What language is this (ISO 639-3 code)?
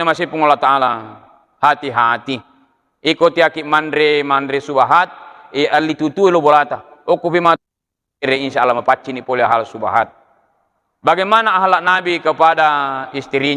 bug